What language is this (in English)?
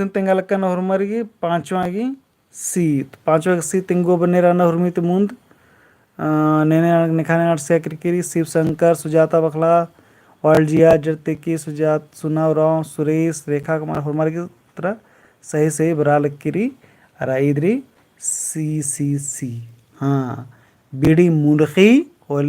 Kurukh